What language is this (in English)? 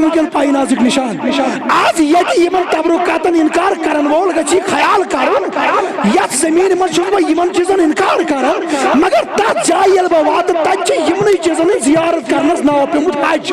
Kashmiri